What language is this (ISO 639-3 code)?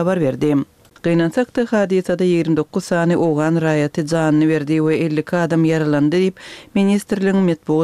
tuk